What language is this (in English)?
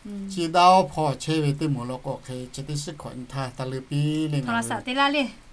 Lahu